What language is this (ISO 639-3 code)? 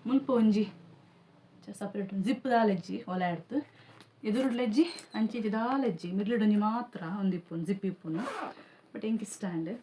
tcy